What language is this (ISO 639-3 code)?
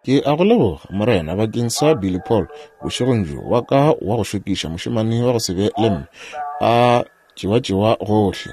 nso